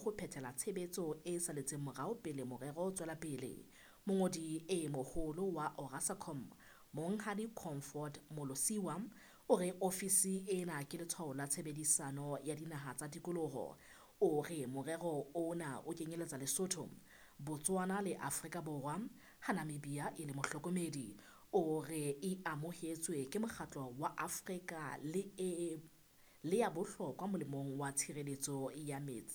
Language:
Southern Sotho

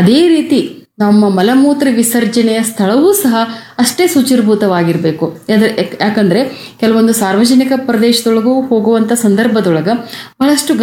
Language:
Kannada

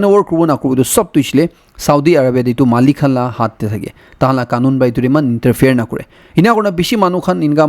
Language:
Naga Pidgin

